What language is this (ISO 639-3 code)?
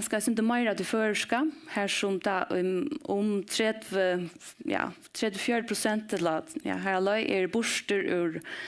fao